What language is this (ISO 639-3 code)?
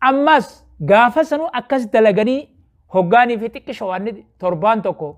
orm